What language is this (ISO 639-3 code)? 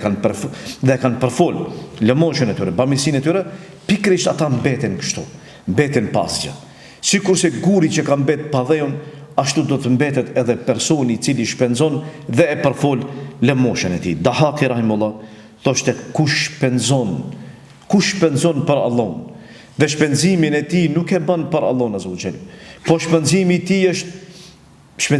sqi